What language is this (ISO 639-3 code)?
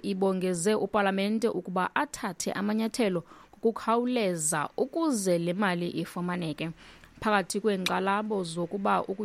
xho